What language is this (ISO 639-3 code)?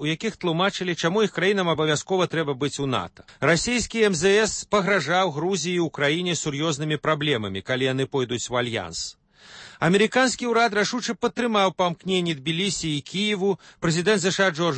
bel